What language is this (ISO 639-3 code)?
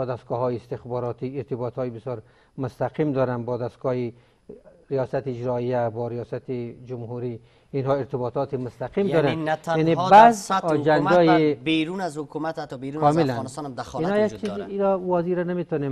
fas